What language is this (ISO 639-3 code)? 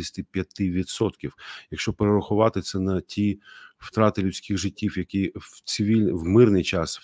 ukr